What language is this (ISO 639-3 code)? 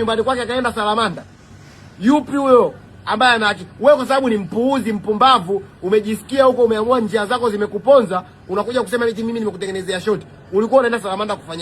swa